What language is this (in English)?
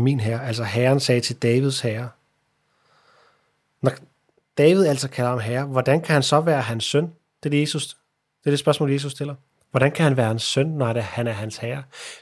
Danish